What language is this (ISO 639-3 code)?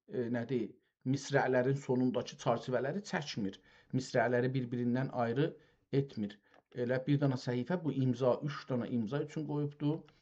azb